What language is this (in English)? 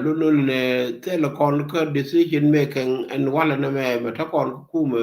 Nuer